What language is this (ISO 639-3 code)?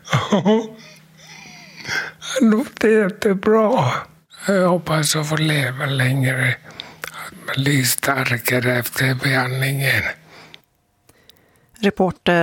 swe